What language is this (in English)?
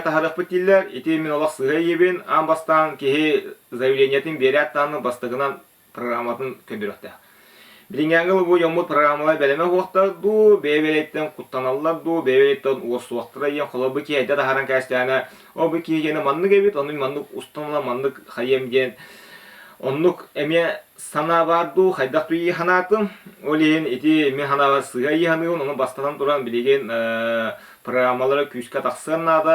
Yakut